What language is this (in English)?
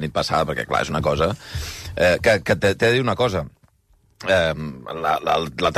Catalan